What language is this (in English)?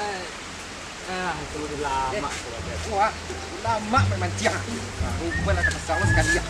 Minangkabau